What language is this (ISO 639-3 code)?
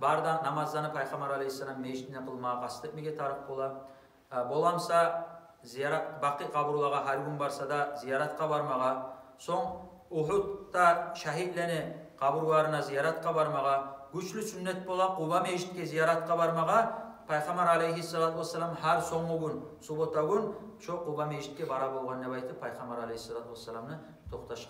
kum